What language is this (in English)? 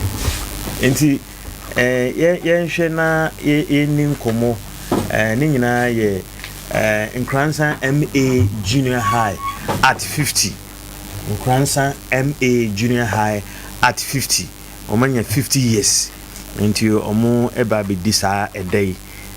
Akan